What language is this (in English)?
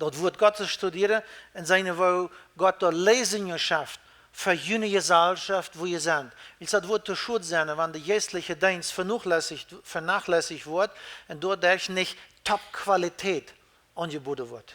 Plautdietsch